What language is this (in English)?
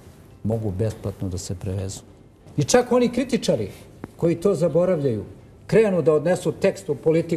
Serbian